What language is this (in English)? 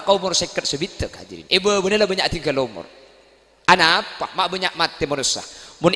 Madurese